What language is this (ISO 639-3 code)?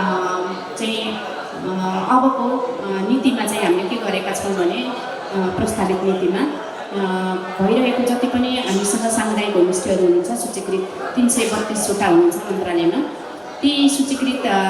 nep